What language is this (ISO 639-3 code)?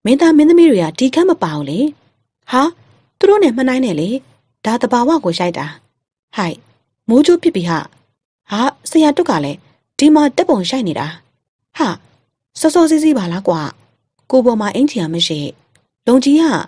mya